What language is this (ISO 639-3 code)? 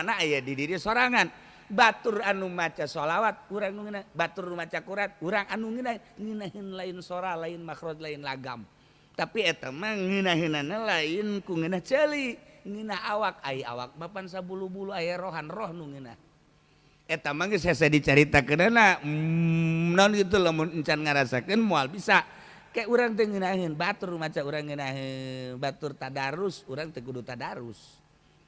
sun